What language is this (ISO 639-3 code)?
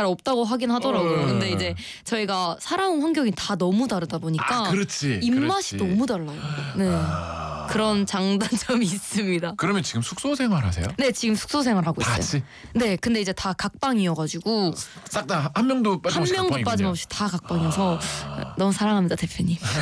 kor